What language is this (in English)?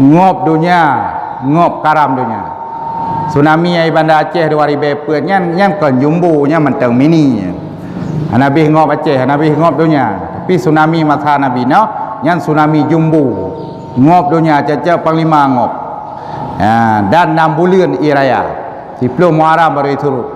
Achinese